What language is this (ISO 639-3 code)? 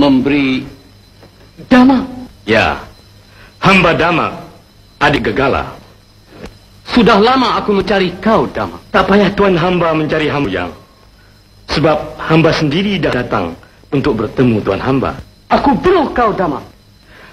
msa